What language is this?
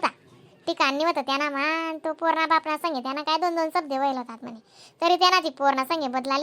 Khandesi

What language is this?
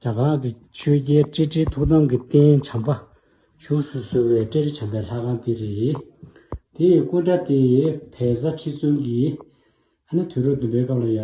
Tibetan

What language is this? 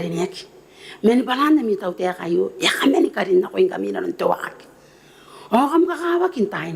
Gilbertese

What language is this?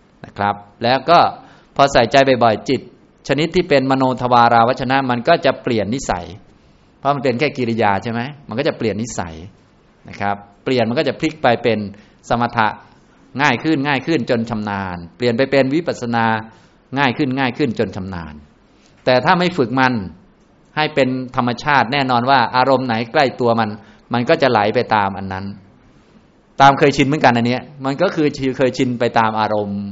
Thai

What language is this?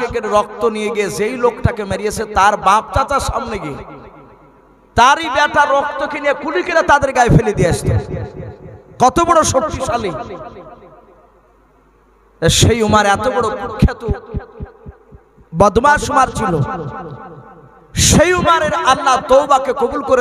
Bangla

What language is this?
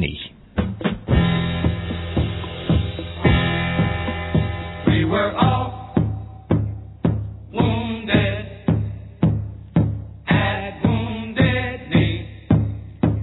Dutch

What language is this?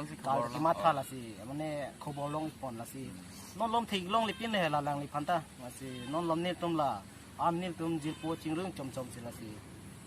Karbi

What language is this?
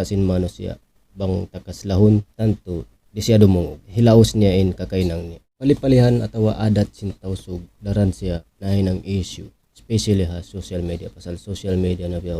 Tausug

